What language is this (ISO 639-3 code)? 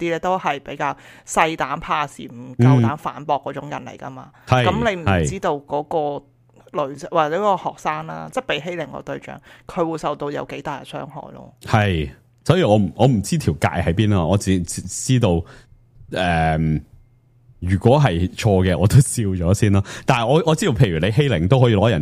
yue